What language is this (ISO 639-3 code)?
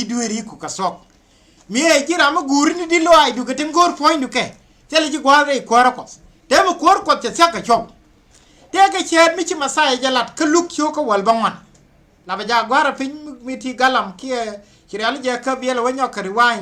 nus